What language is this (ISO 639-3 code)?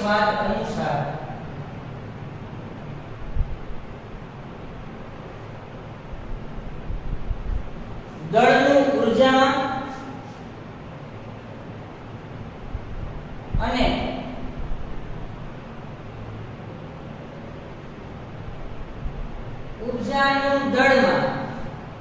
guj